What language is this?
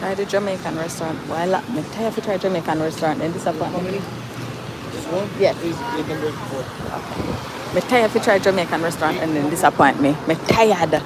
Jamaican Creole English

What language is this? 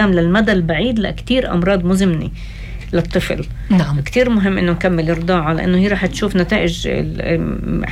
North Levantine Arabic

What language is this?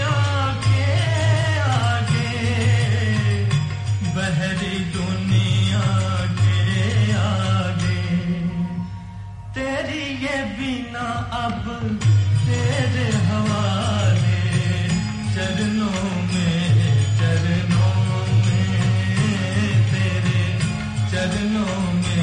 Hindi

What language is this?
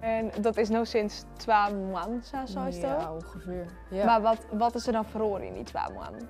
Western Frisian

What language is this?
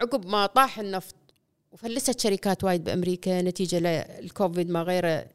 Gulf Arabic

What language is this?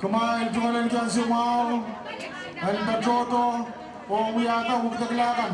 Pohnpeian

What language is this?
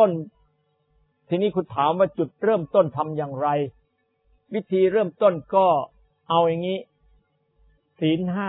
Thai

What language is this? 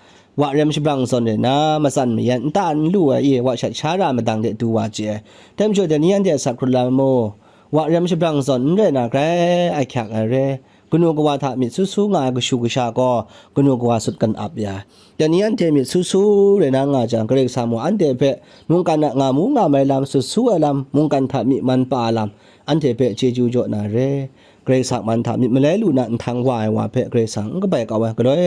Kachin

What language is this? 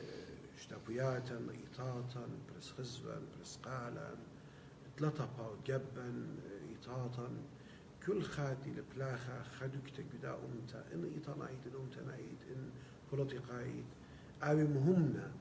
Assyrian Neo-Aramaic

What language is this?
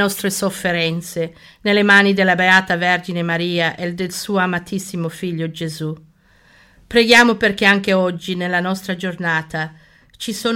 Italian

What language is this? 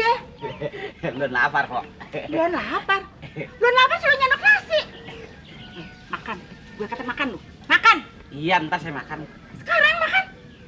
Betawi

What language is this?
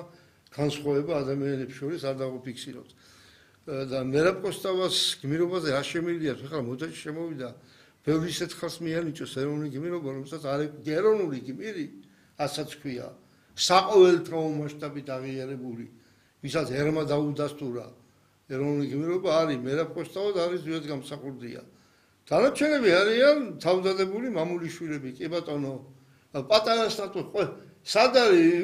Georgian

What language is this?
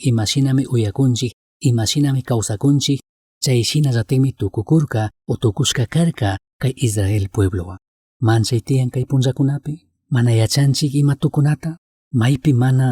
Chimborazo Highland Quichua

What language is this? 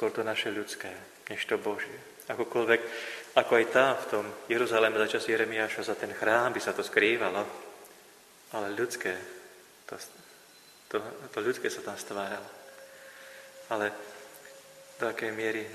Slovak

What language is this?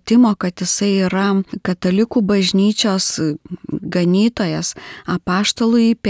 Lithuanian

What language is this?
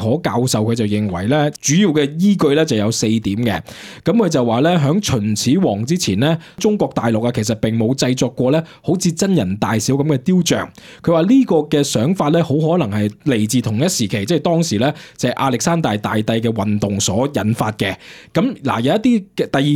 Cantonese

